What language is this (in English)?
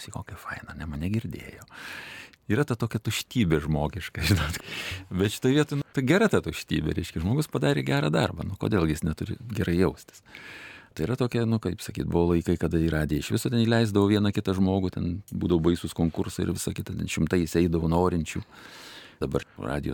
Lithuanian